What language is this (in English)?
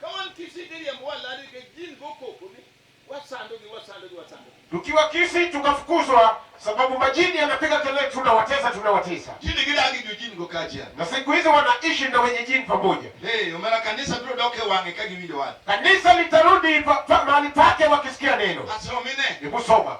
Luo (Kenya and Tanzania)